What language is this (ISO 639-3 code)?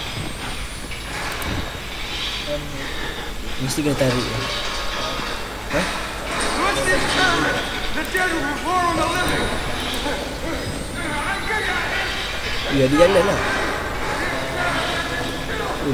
msa